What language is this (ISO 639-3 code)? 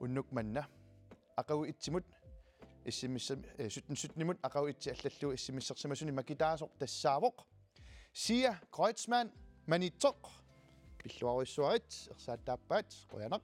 kal